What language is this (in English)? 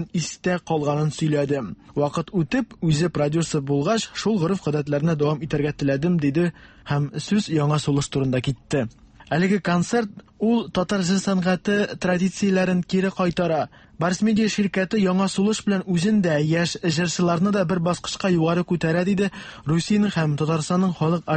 Tatar